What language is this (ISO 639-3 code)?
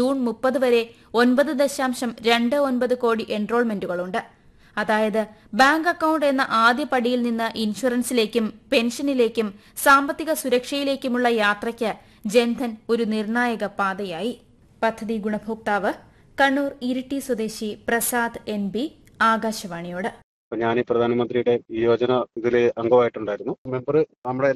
mal